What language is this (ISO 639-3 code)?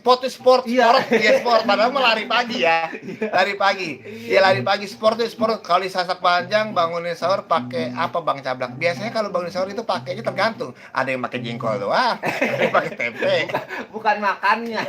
bew